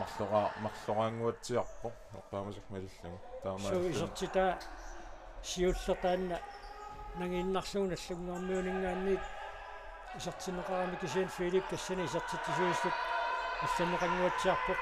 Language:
Kalaallisut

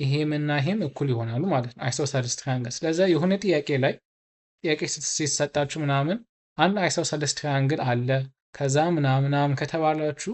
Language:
Amharic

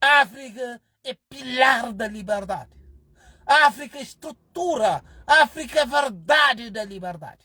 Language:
Kabuverdianu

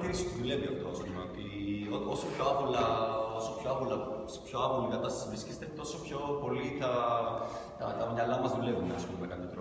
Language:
Greek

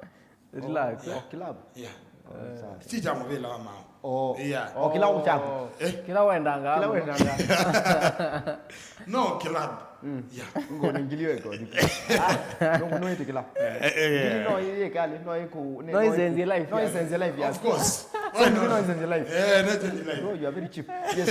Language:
Kamba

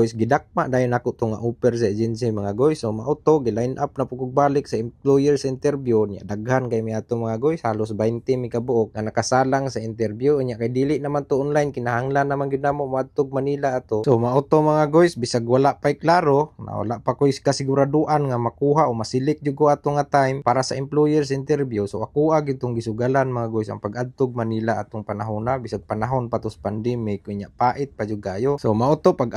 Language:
Cebuano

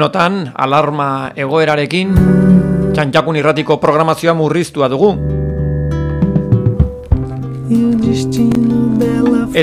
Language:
Basque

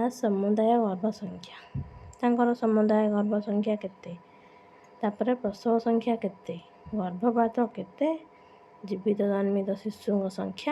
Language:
Odia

